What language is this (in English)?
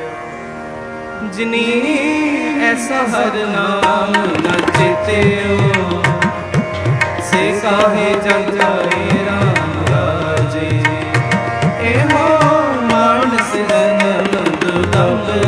Punjabi